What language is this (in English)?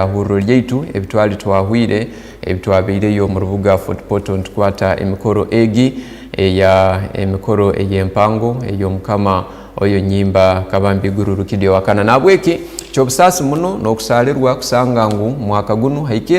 Tooro